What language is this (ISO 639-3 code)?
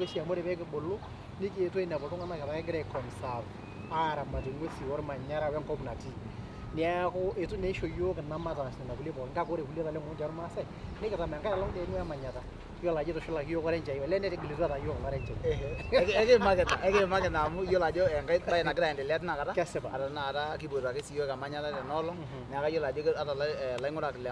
mas